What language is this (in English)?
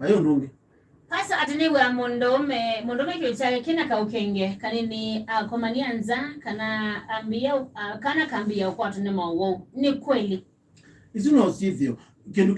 Kamba